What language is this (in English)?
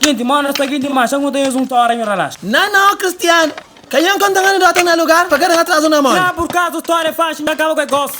Kabuverdianu